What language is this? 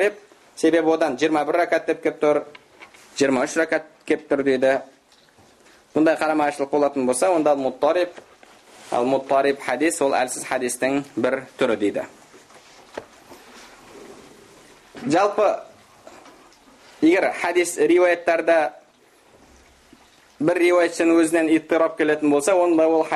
Kazakh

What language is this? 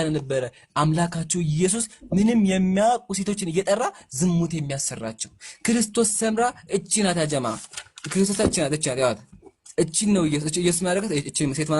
Amharic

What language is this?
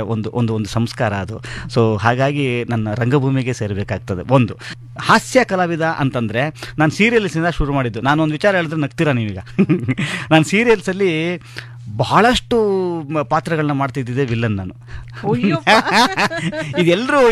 Kannada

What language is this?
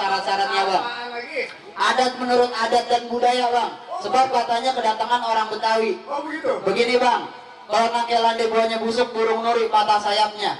Betawi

